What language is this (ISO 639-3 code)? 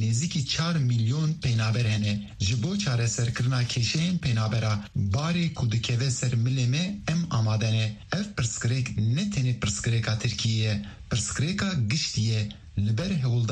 kur